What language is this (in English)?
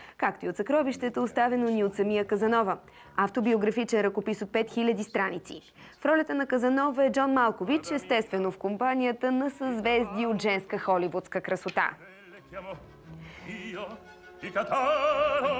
Bulgarian